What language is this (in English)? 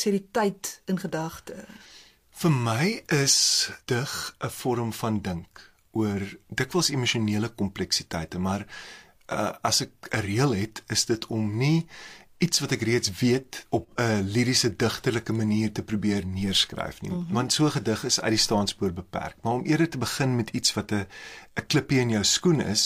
Afrikaans